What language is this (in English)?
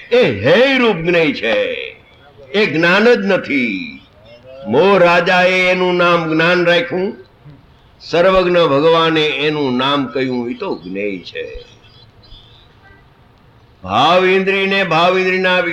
Gujarati